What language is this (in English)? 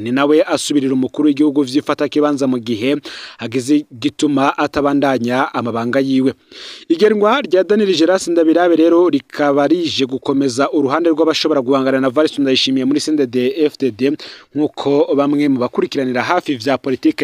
Rundi